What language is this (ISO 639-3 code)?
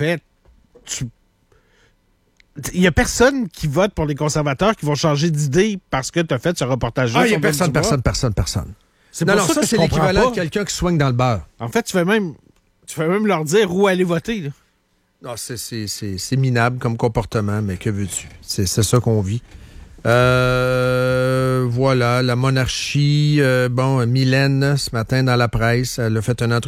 fra